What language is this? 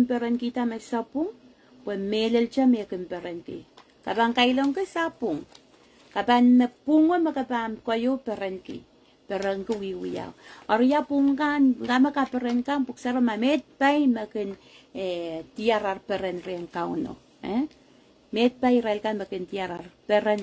Pohnpeian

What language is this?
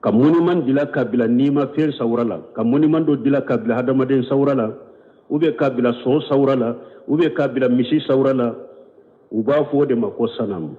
Bambara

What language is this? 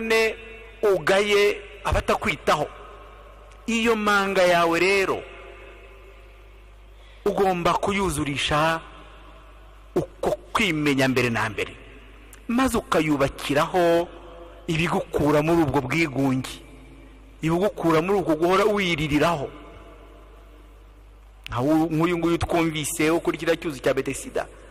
Kinyarwanda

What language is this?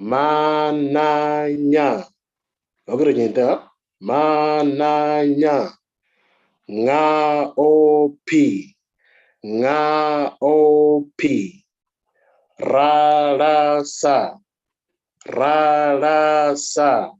Moro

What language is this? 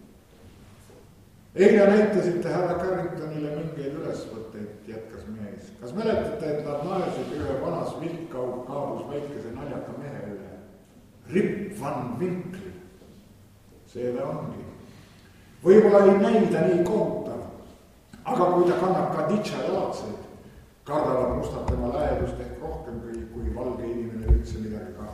Estonian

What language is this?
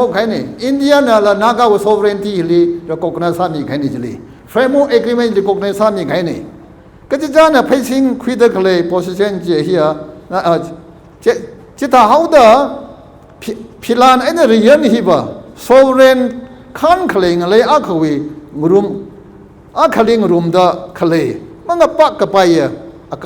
Tangkhul Naga (India)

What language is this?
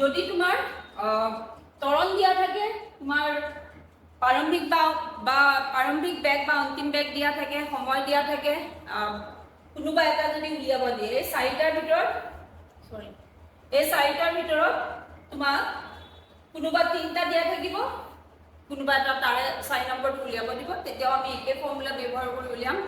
Assamese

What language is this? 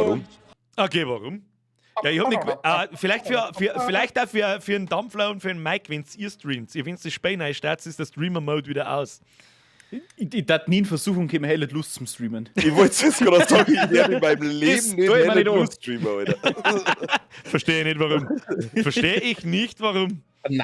Bavarian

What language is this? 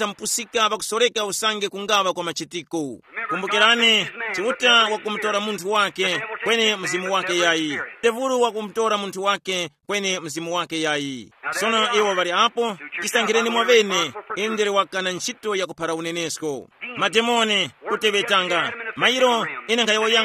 Tumbuka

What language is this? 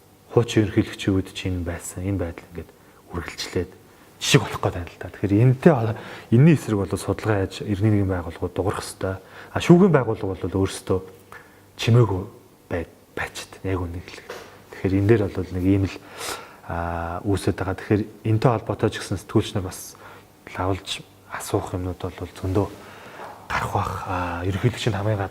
Mongolian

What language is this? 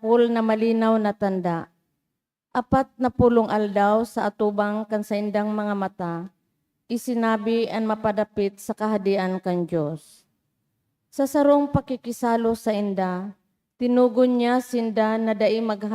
Bikol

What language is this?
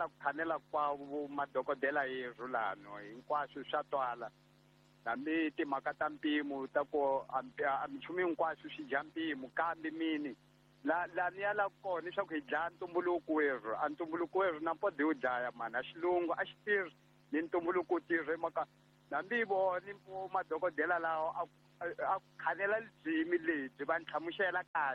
Tsonga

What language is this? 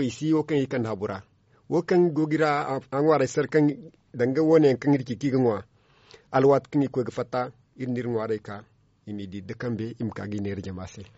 Zarma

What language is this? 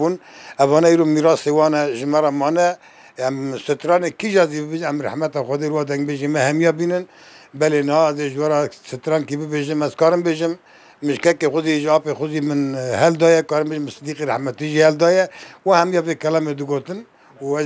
Kurdish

